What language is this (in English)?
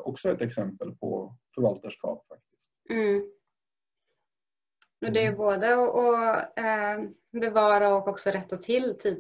Swedish